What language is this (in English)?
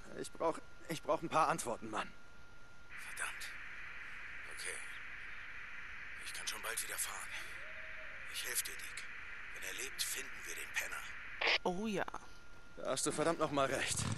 German